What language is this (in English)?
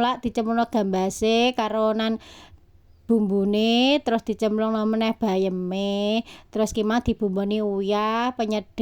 Javanese